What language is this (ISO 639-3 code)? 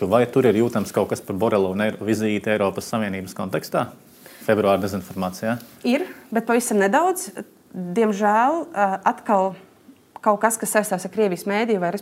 lav